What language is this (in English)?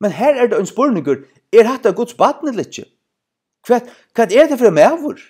Faroese